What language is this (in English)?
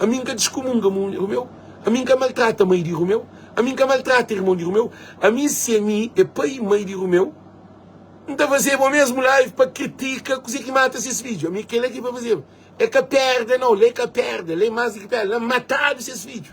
Kabuverdianu